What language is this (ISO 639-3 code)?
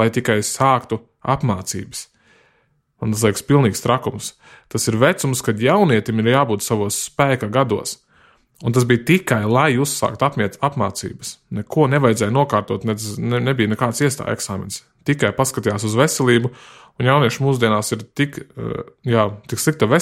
lav